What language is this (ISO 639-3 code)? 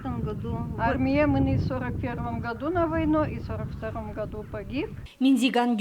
udm